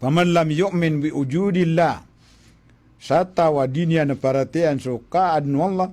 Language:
Maranao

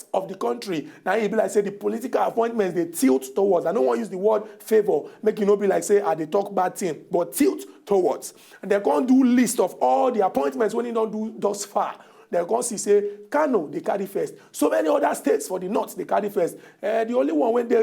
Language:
Nigerian Pidgin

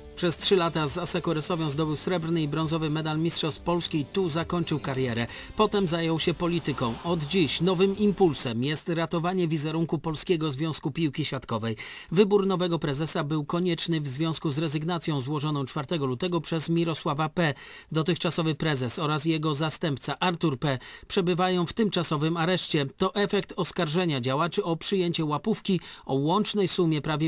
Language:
Polish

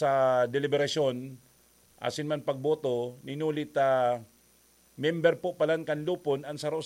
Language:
Bikol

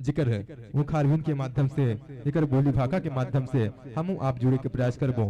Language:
Chhattisgarhi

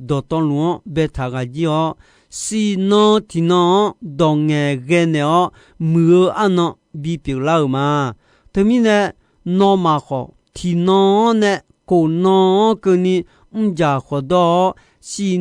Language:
Akha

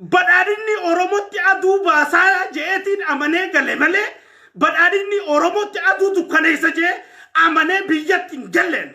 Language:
Oromo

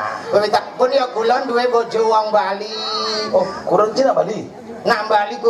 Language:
Balinese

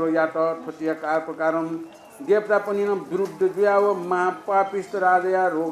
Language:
Newari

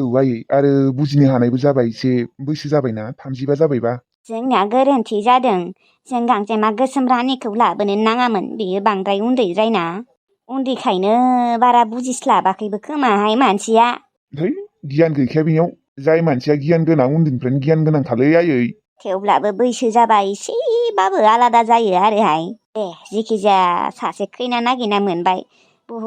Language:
Bodo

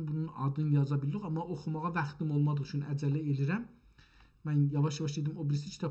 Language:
South Azerbaijani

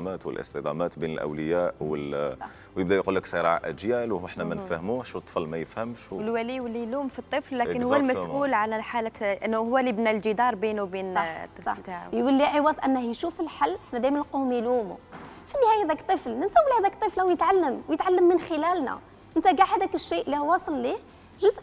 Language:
Algerian Arabic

